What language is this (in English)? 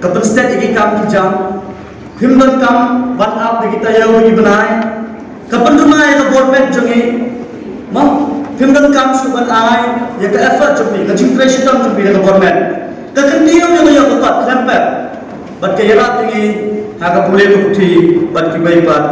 Khasi